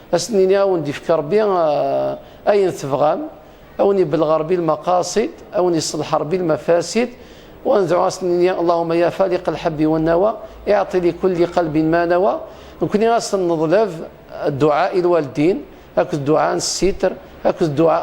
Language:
Kabyle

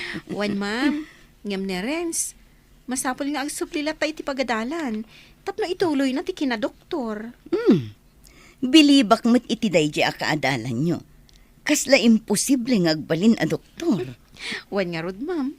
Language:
Iloko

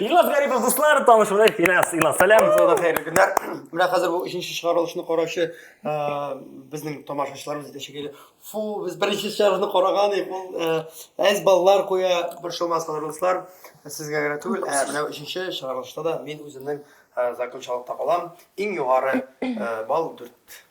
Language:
Tatar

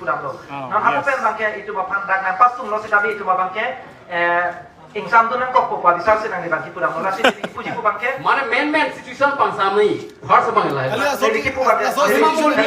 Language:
Karbi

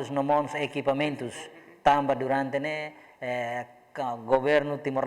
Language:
Tetum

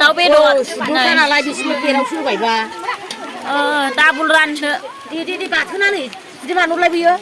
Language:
Bodo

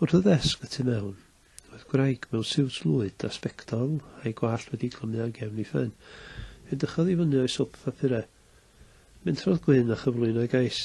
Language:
Welsh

